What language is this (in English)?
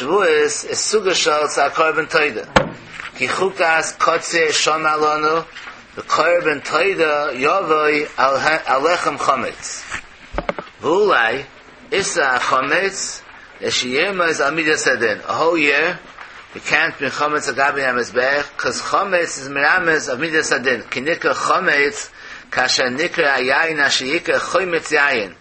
Yiddish